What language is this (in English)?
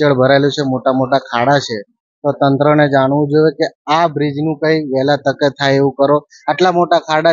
Gujarati